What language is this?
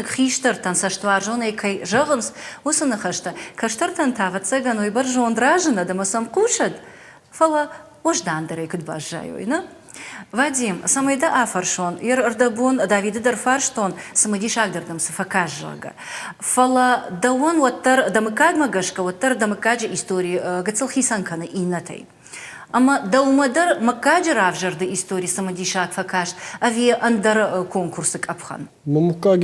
Ossetic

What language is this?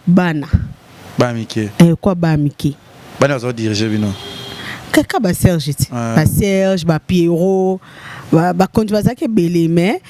Lingala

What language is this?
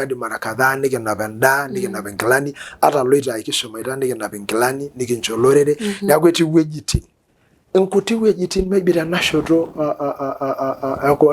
Masai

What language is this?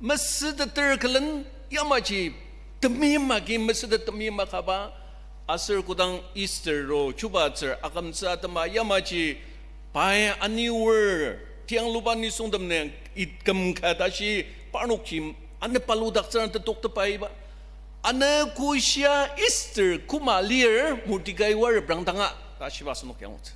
Ao Naga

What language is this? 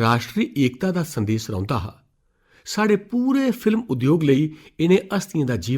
Dogri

